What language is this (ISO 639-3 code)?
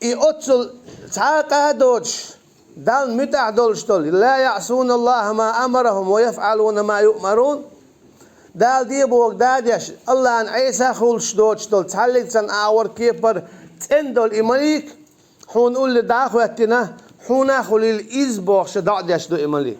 che